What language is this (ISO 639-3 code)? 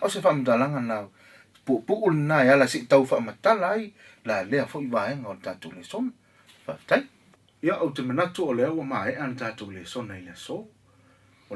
smo